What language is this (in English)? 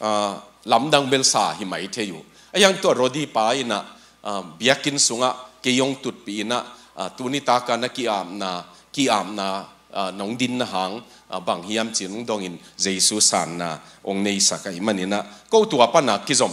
Tedim Chin